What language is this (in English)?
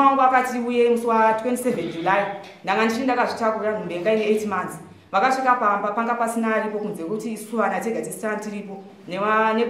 Shona